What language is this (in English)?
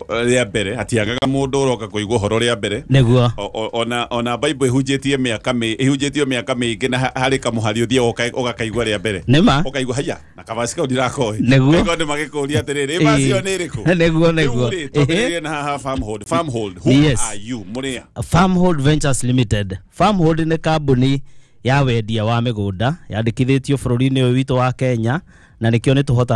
Kikuyu